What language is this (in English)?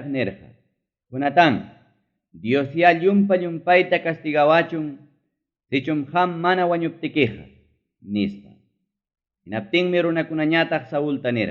Ayacucho Quechua